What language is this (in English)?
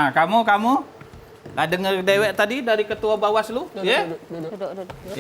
Musi